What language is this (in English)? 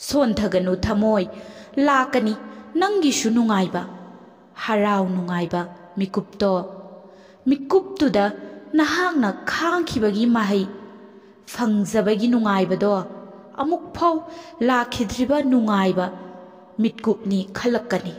Manipuri